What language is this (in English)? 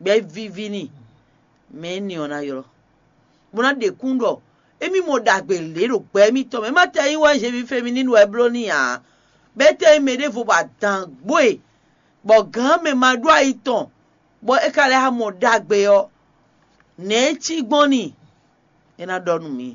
Fon